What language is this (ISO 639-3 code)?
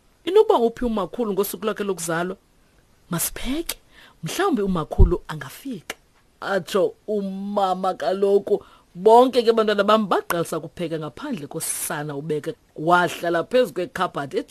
xho